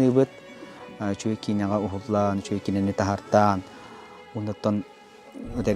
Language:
Yakut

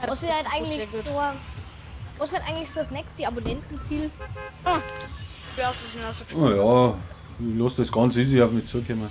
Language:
Bavarian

